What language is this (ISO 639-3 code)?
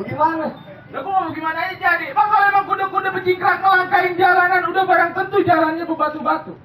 bew